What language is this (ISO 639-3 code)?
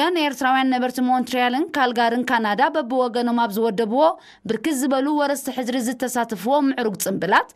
tir